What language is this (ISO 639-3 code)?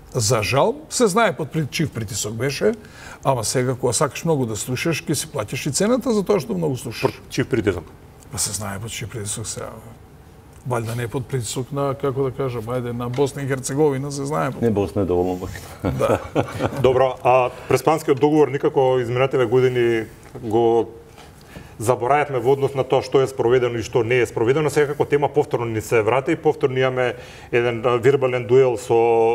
mkd